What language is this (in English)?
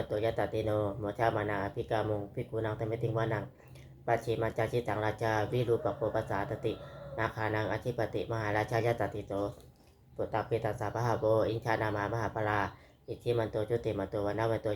Pali